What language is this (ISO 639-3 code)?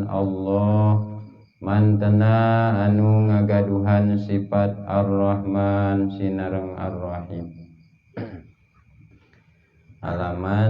sun